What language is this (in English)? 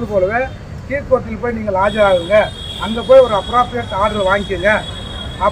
Tamil